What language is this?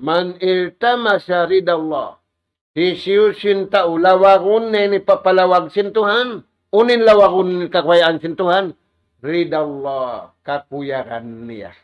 Tausug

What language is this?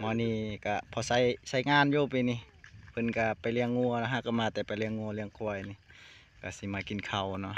Lao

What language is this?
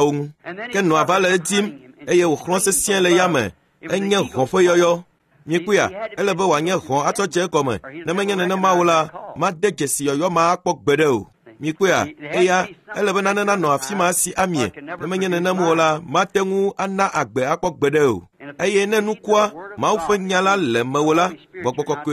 Ewe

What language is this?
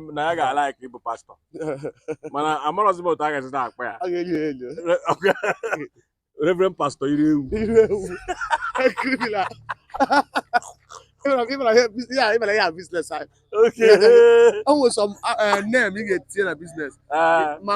Igbo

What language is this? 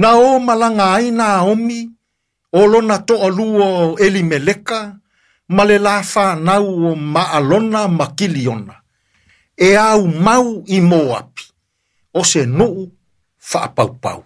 Samoan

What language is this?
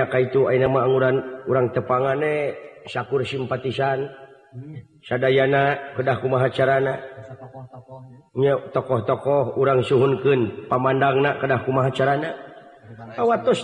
Sundanese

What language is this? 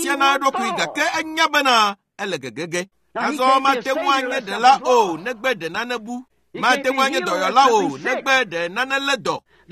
Ewe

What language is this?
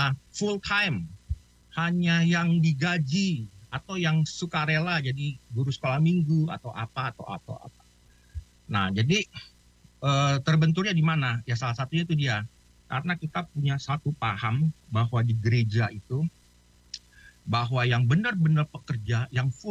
Indonesian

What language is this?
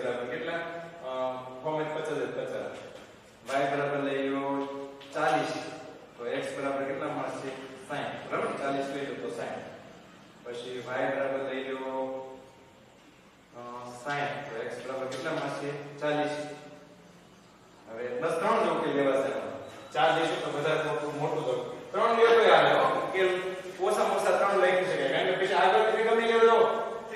Gujarati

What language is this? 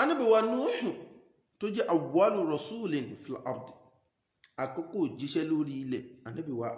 Yoruba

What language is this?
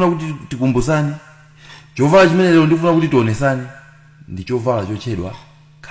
Nyanja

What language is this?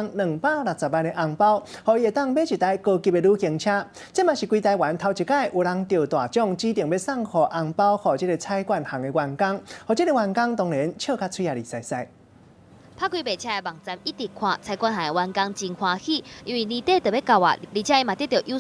Min Nan Chinese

